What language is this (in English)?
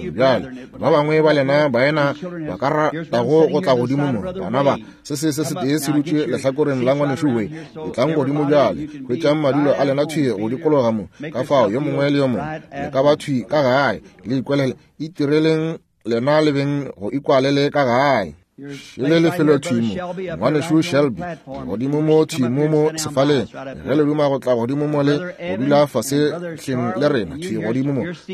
Northern Sotho